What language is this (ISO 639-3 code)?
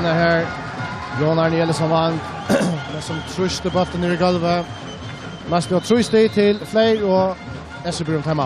fao